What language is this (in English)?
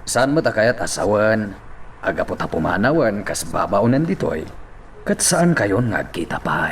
Iloko